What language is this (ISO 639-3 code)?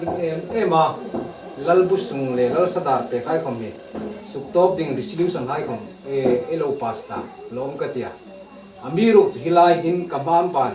hmr